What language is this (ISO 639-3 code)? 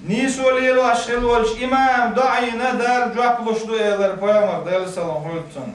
che